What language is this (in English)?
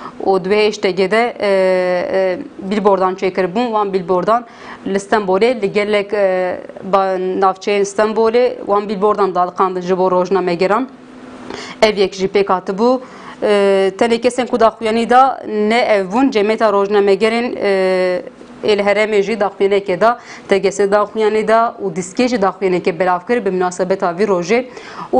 Kurdish